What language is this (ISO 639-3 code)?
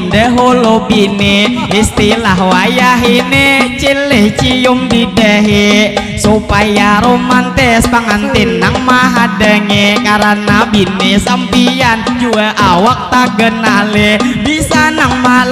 bjn